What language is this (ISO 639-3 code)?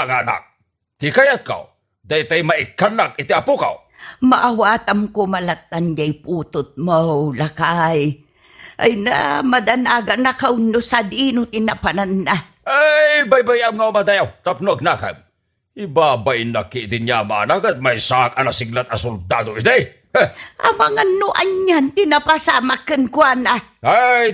ilo